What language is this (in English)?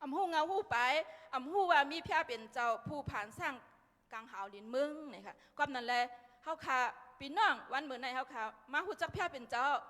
Shan